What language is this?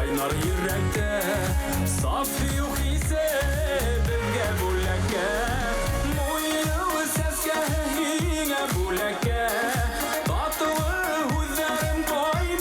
Bashkir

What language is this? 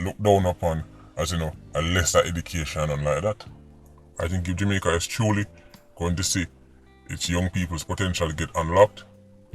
Jamaican Creole English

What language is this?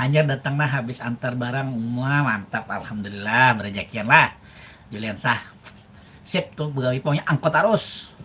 Banjar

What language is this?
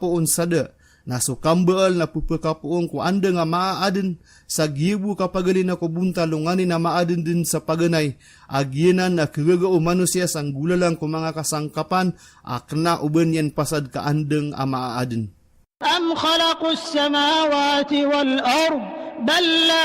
Maranao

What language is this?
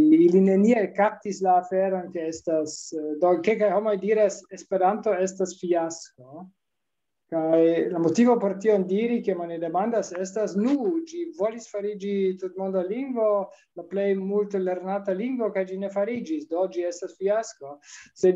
Esperanto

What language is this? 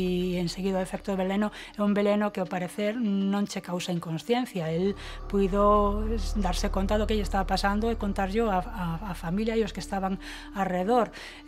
Galician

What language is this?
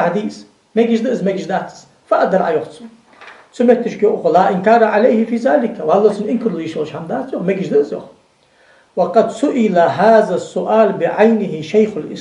Ingush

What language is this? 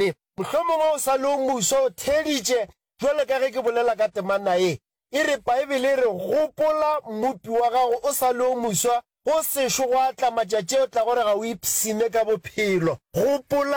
Northern Sotho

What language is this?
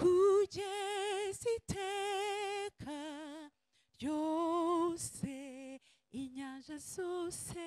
Kinyarwanda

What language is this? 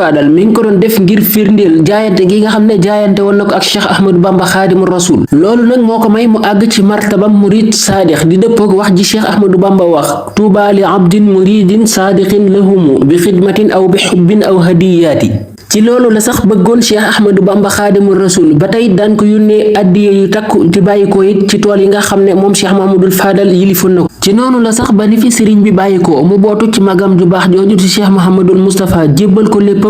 Wolof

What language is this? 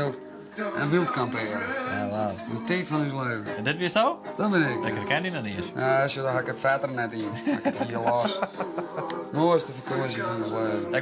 Western Frisian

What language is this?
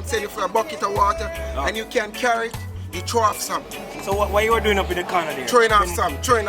Jamaican Creole English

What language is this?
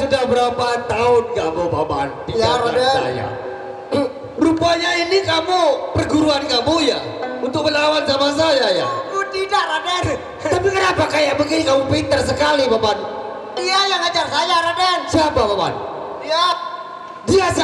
Sasak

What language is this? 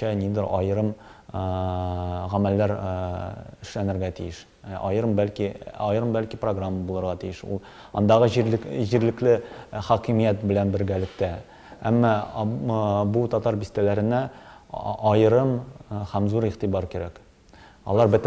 Tatar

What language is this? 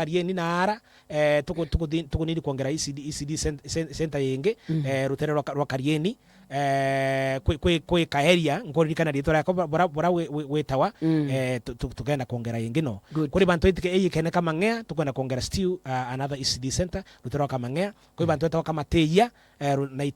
Meru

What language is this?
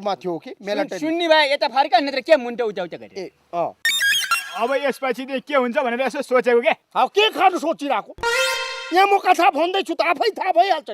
Nepali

